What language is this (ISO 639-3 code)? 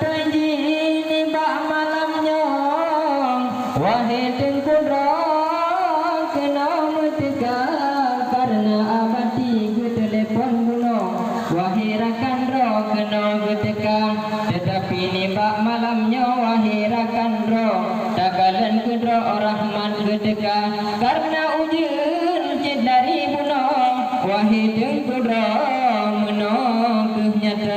ace